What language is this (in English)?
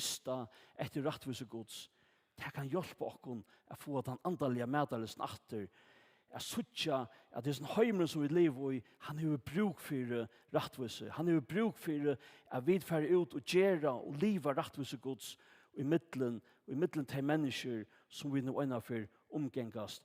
Faroese